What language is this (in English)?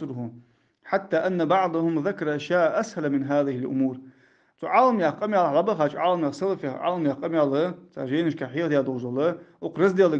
Ingush